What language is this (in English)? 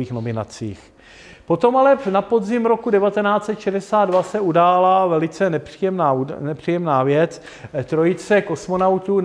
Czech